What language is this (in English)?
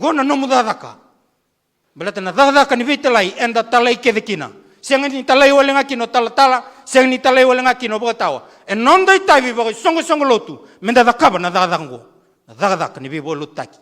Fijian